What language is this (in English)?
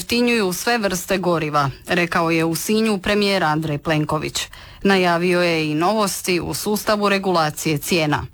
Croatian